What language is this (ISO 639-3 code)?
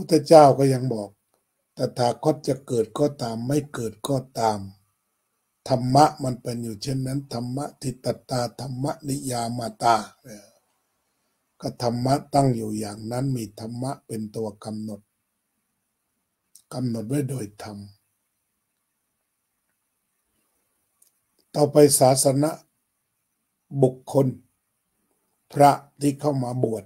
tha